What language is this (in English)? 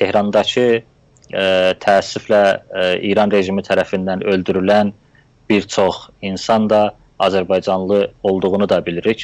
South Azerbaijani